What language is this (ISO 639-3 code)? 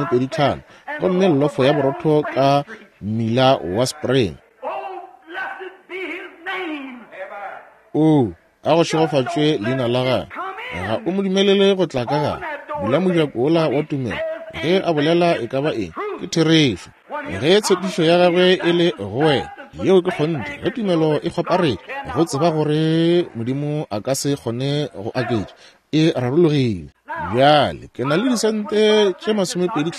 nso